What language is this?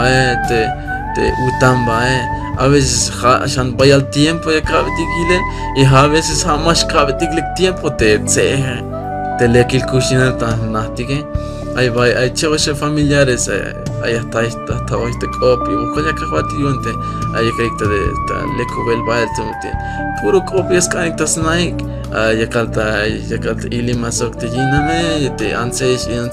Tzeltal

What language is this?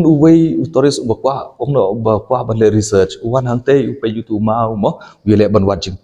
Khasi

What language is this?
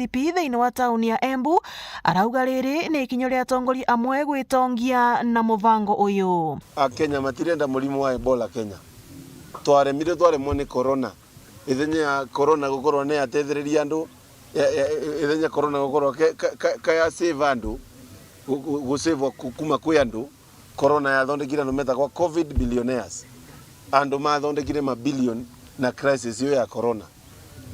Meru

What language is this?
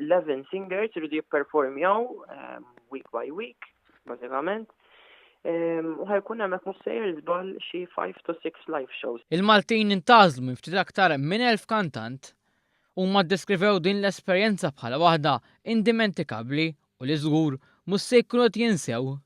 Maltese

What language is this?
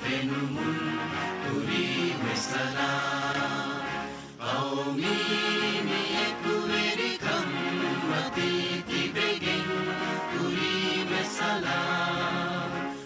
Divehi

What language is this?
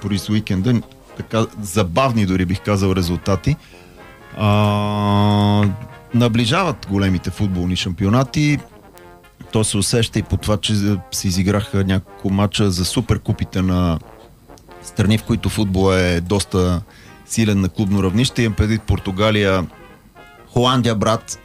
Bulgarian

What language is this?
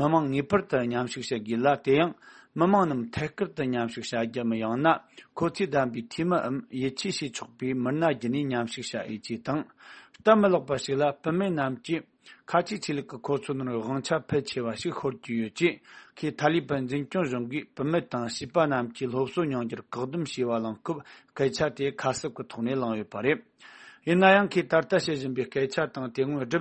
Tibetan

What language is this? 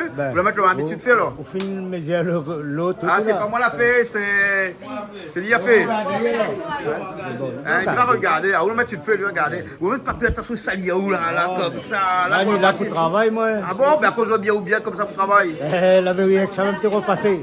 Réunion Creole French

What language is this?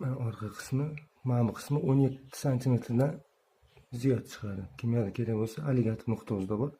Uzbek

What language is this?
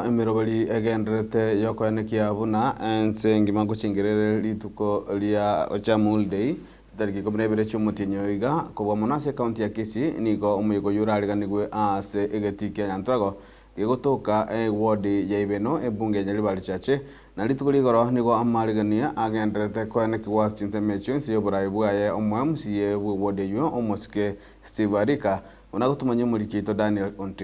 Gusii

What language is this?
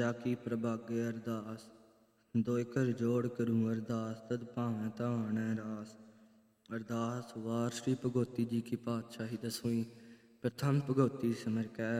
Punjabi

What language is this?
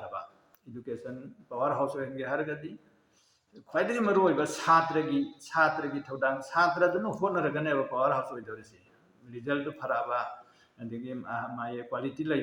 Manipuri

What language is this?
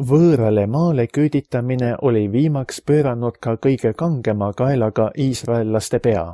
Estonian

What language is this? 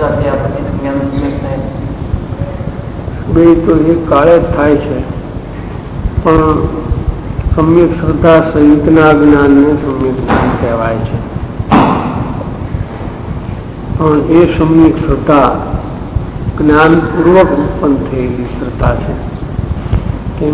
Gujarati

